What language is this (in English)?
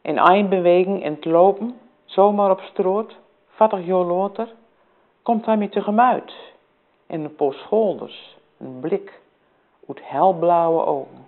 Gronings